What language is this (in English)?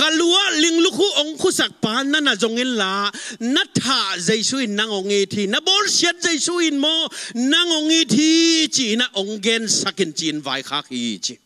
Tedim Chin